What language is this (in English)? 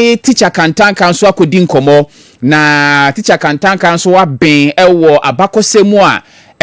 Akan